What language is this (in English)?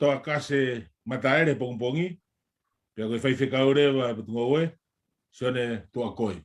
Tongan